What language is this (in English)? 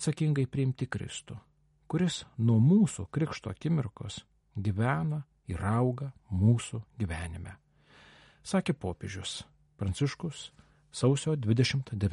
Lithuanian